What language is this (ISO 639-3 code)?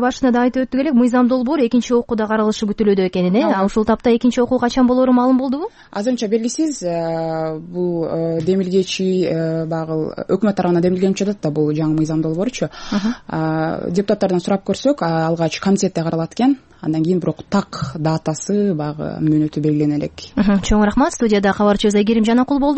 kir